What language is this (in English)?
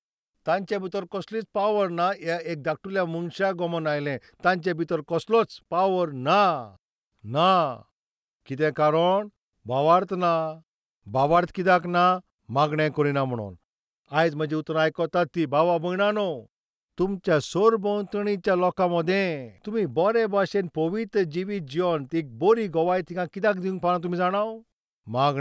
Konkani